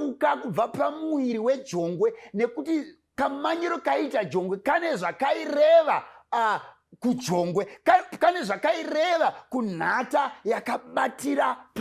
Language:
Shona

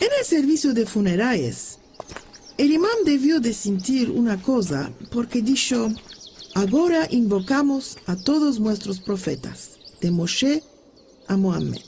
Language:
Ladino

